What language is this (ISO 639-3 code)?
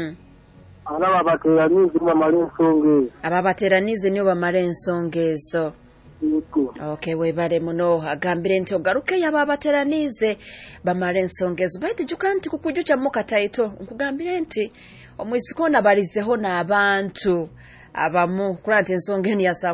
nyo